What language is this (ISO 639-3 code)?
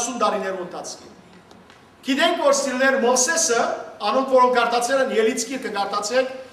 hyw